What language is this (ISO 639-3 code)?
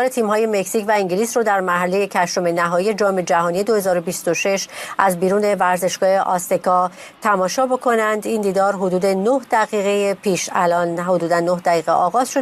fas